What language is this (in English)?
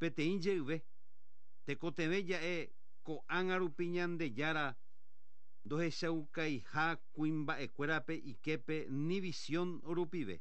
Guarani